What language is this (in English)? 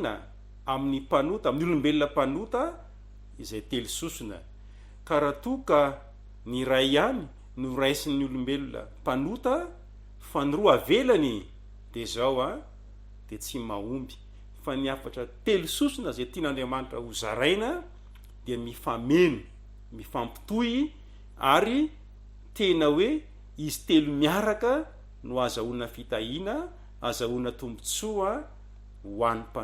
Malagasy